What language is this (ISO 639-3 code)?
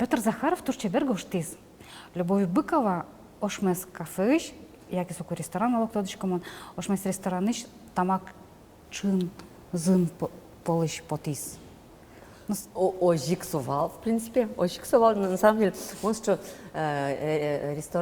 udm